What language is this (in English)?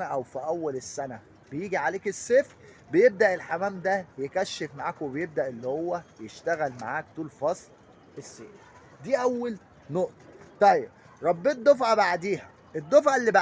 Egyptian Arabic